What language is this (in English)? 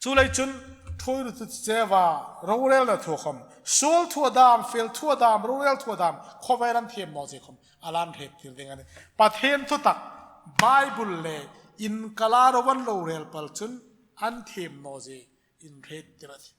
Hmar